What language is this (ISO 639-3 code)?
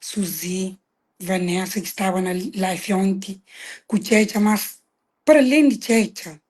kea